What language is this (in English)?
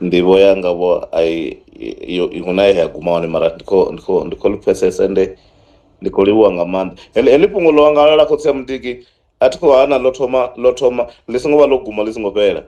Venda